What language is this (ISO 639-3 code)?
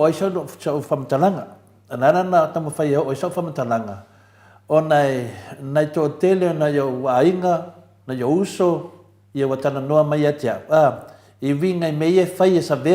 smo